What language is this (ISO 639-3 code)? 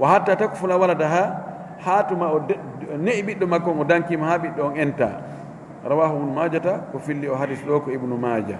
ful